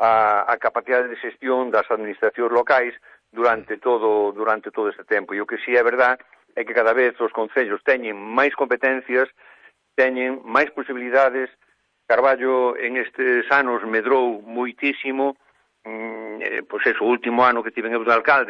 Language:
Galician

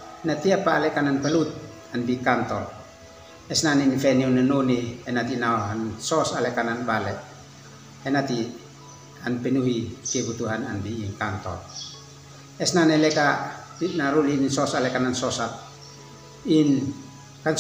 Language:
Uab Meto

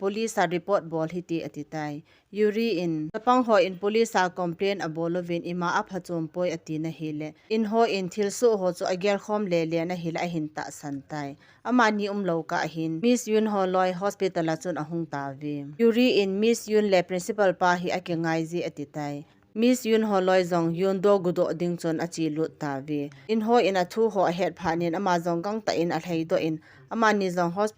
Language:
Thado Chin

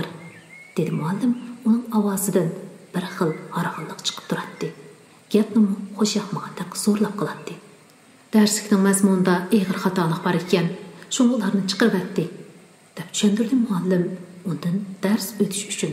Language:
Uyghur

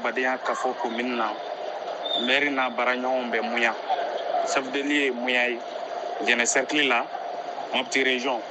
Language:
Bambara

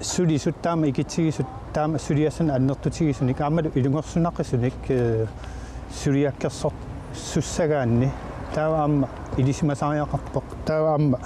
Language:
Kalaallisut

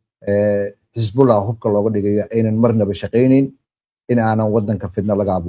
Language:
Somali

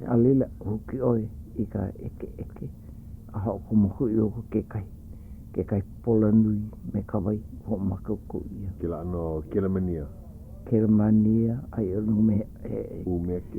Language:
Hawaiian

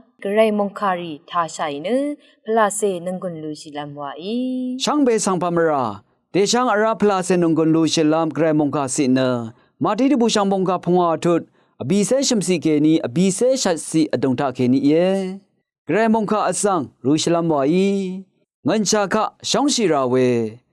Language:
Rawang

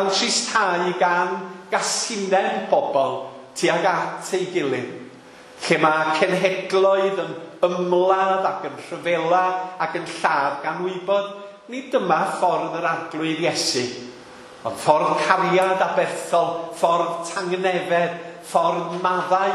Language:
Welsh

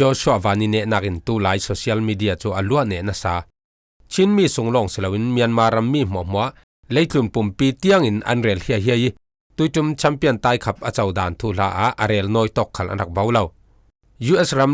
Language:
Falam Chin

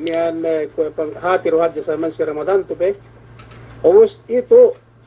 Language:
Yakan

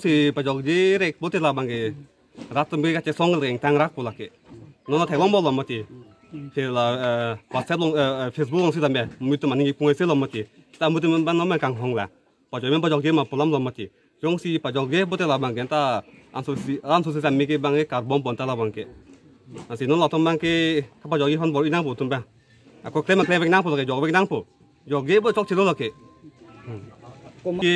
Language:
Karbi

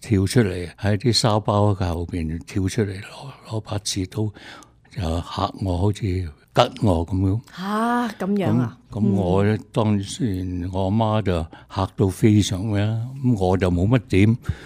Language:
Cantonese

